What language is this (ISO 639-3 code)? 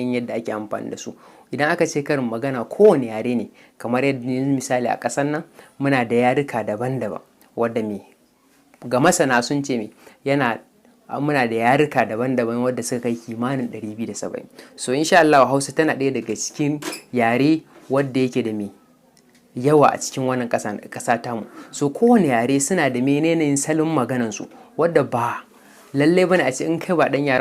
hau